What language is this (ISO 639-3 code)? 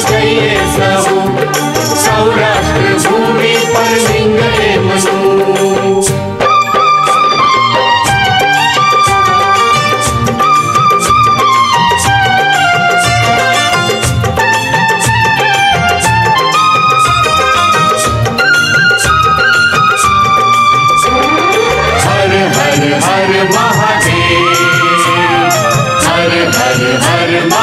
guj